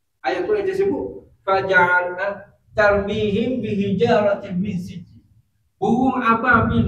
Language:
Malay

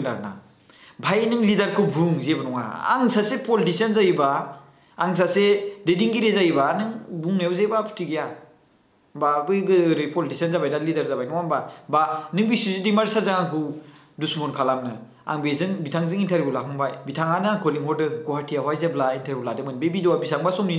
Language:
Bodo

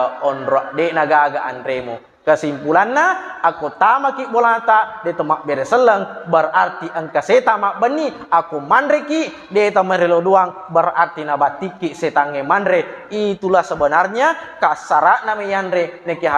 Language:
Buginese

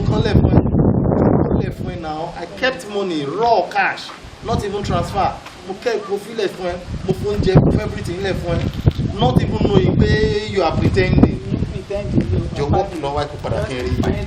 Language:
Yoruba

